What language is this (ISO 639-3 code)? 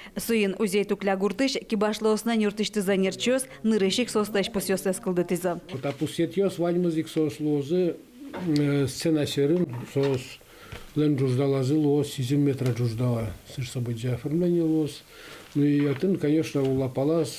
udm